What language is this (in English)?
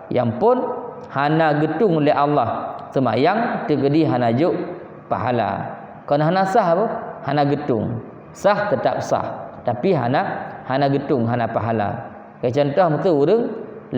Achinese